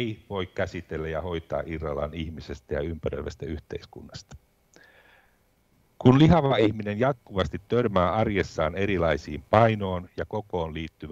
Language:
Finnish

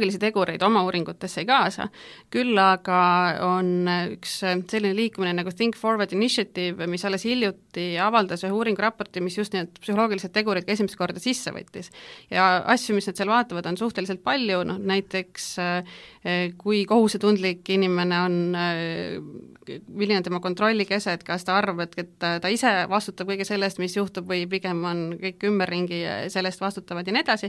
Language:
Estonian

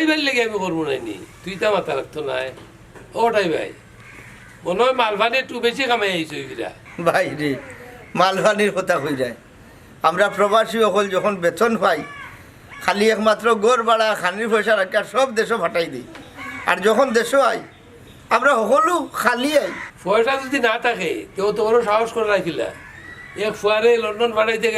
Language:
Sylheti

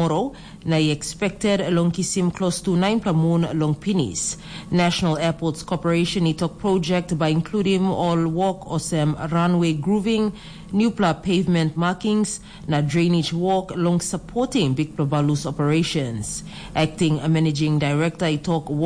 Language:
Tok Pisin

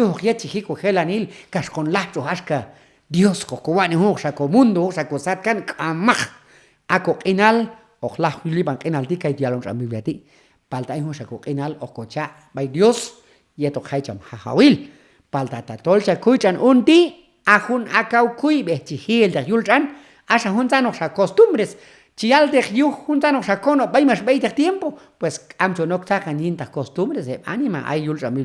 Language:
Q'anjob'al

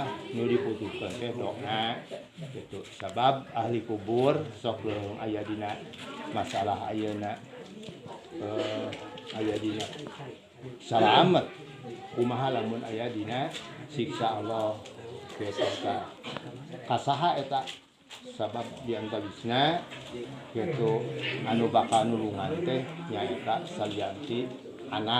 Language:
Sundanese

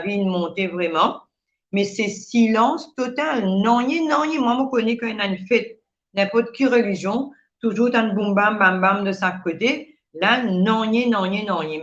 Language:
Morisyen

